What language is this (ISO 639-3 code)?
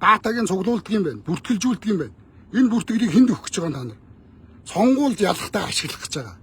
mon